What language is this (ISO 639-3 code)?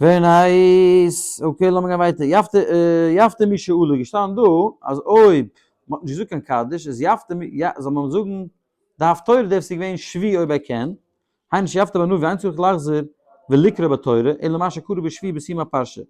yid